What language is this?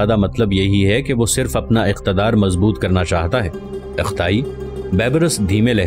Urdu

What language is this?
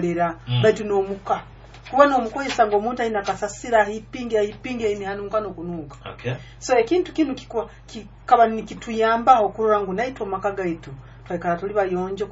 Nyoro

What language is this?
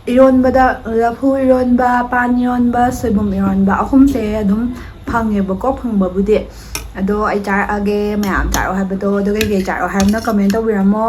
Manipuri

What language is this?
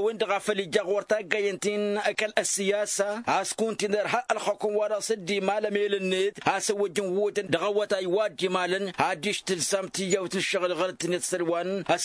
Tamasheq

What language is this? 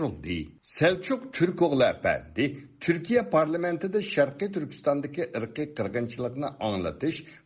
Uyghur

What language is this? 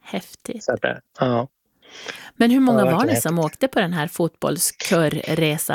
Swedish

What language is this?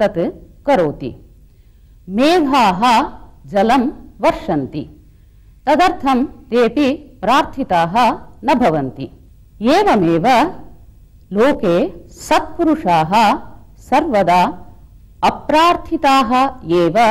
Sanskrit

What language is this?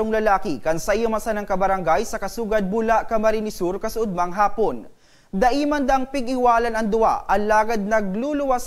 Bikol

